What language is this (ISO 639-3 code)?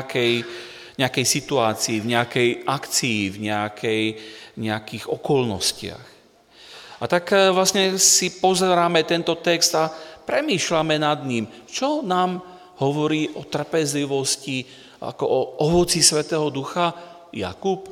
slk